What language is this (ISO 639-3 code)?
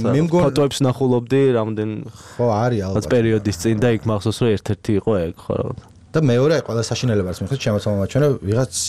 kat